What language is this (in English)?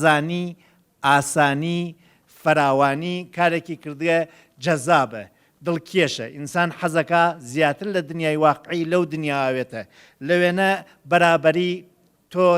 Central Kurdish